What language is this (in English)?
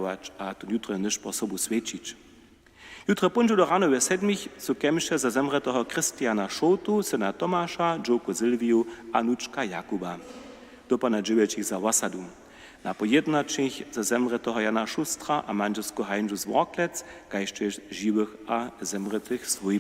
Upper Sorbian